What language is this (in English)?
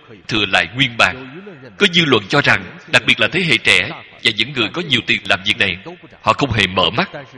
Vietnamese